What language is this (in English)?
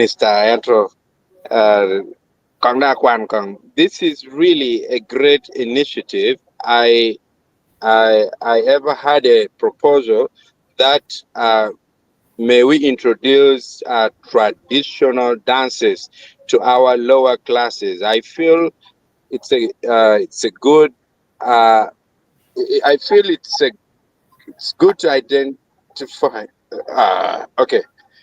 Acoli